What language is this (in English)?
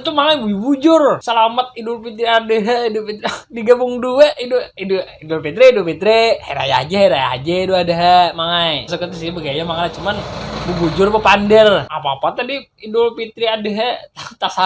Banjar